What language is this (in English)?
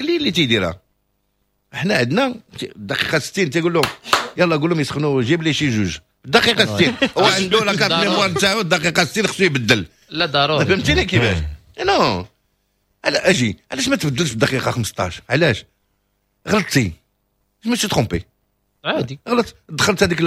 Moroccan Arabic